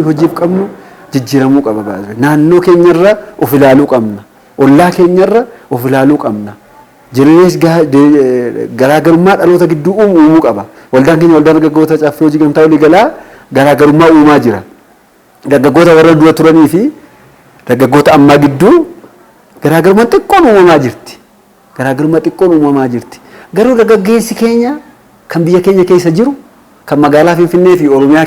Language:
Oromo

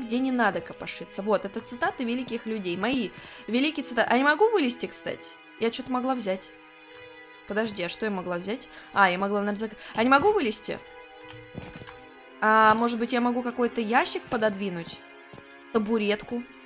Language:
Russian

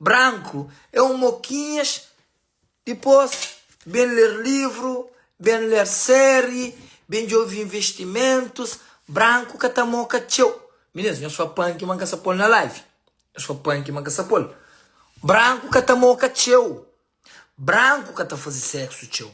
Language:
Kabuverdianu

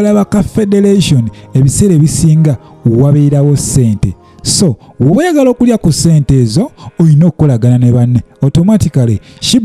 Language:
Ganda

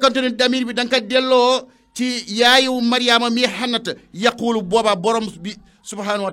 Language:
Wolof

